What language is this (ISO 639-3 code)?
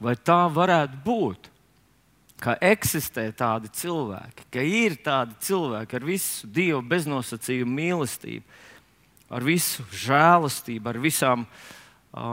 lav